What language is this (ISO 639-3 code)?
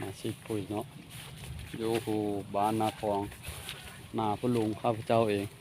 lao